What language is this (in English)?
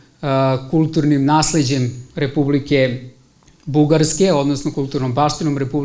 Serbian